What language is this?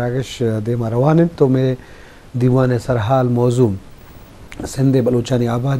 Eastern Balochi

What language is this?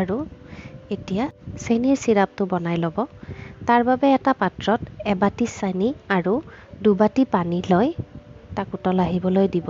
Assamese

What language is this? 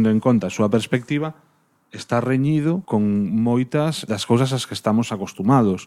Galician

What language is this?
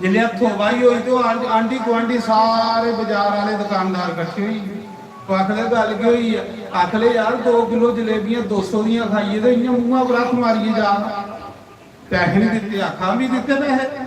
Dogri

